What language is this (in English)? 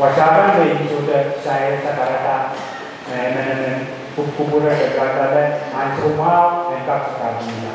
Pohnpeian